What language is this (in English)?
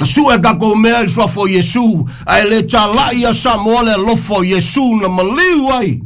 Samoan